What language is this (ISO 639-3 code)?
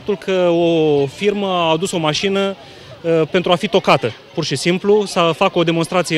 ron